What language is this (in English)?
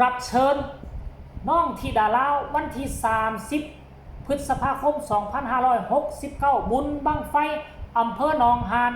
Northeastern Thai